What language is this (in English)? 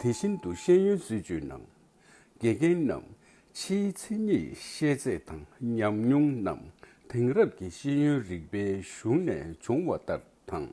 Tibetan